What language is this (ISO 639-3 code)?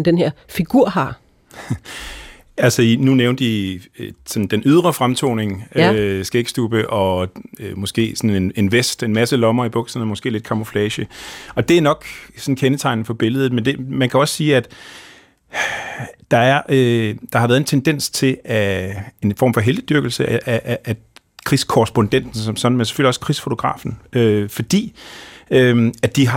dan